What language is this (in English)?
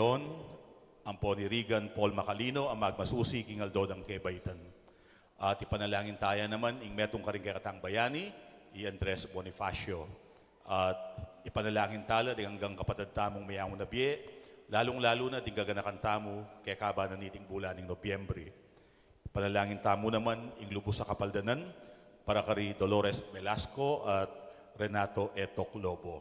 Pampanga